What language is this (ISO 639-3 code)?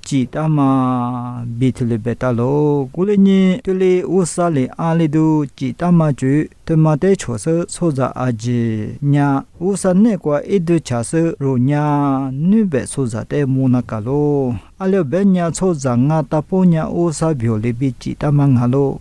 lis